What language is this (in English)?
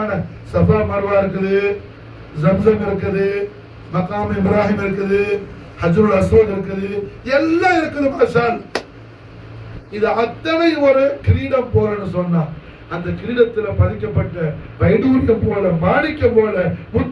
Tamil